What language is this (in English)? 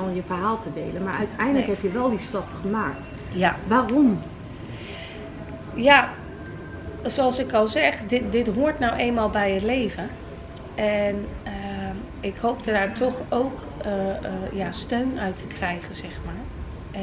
Dutch